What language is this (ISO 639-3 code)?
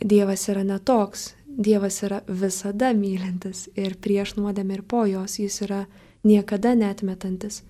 lit